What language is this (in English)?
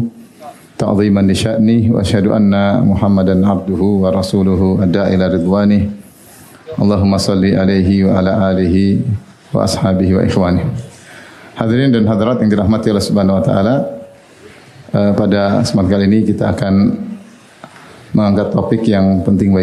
Indonesian